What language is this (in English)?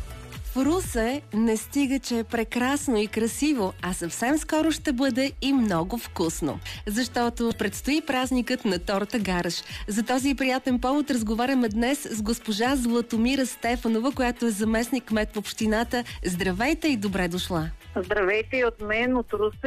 Bulgarian